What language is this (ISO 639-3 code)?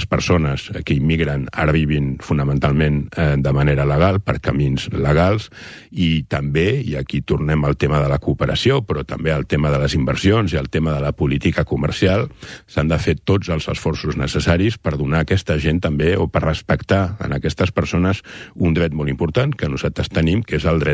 cat